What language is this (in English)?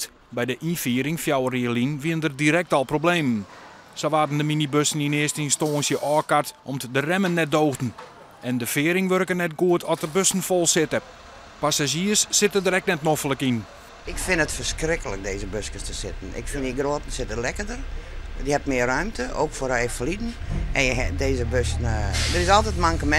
Western Frisian